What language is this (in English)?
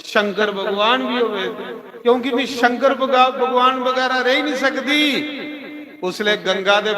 Dogri